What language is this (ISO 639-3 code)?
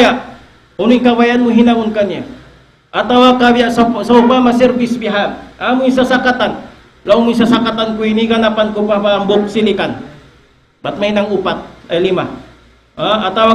tsg